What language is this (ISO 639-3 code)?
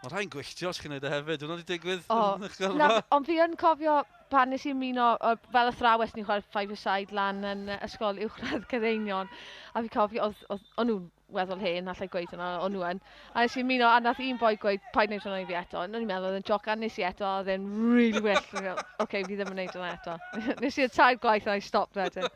cym